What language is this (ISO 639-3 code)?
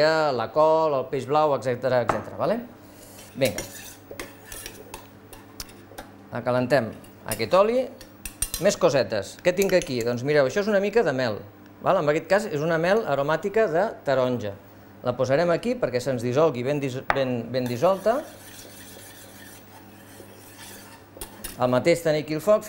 cat